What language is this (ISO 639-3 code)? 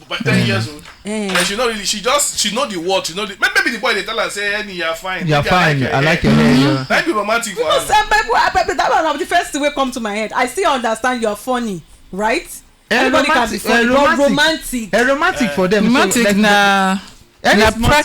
pcm